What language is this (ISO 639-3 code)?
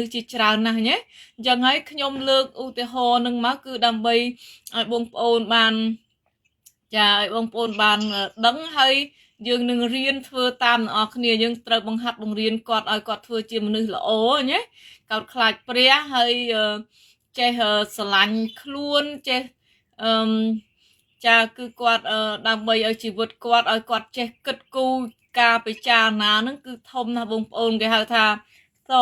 khm